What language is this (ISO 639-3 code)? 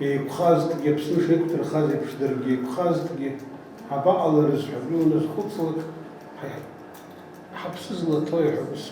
abk